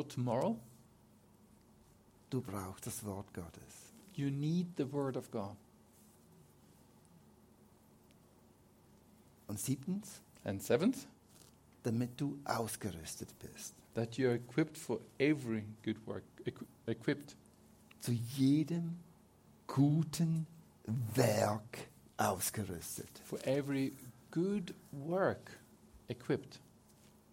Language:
German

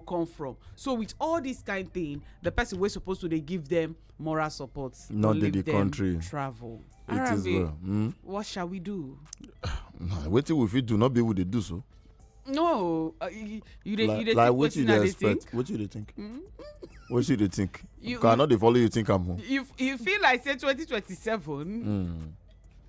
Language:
Nigerian Pidgin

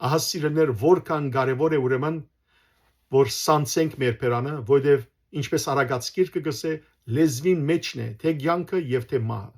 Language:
Western Armenian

